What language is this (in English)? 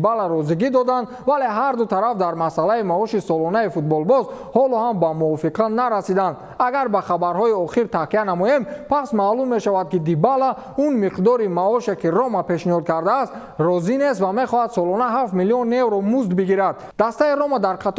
Tajik